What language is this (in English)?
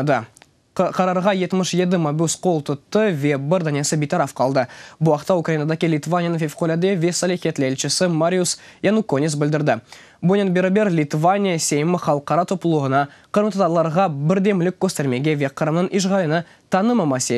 Crimean Tatar